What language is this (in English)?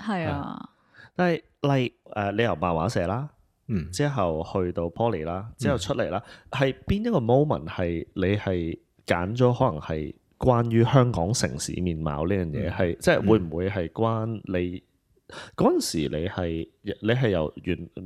Cantonese